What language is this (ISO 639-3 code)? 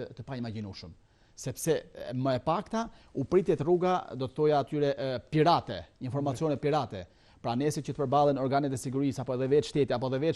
sqi